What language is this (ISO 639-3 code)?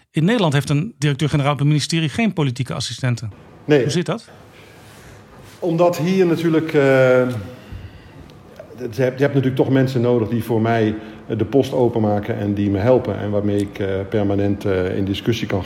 nld